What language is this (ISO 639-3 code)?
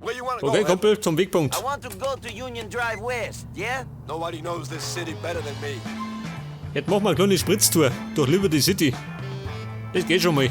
bar